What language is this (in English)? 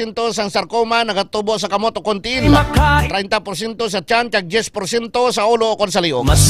Hiligaynon